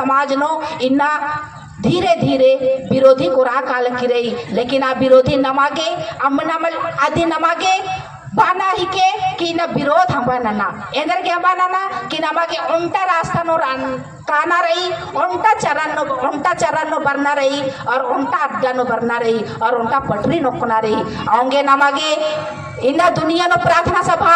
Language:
Kurukh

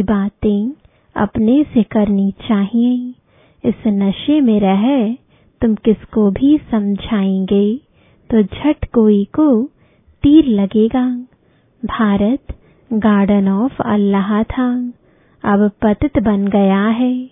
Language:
Hindi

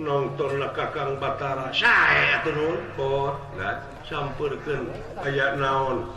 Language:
Sundanese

